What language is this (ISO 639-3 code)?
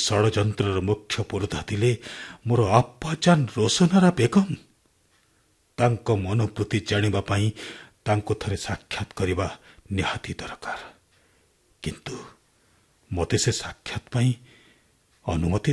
ori